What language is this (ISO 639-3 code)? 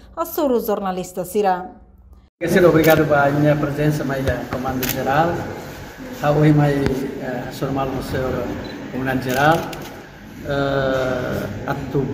tet